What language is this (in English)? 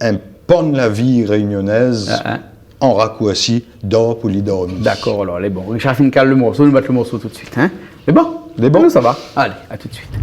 Réunion Creole French